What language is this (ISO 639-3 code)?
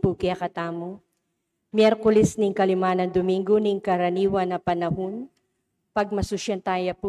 pam